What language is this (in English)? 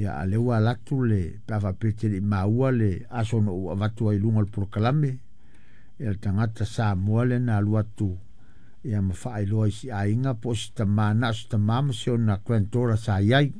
Samoan